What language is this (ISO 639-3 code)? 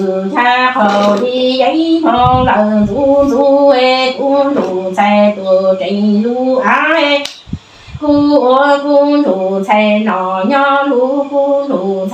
hmn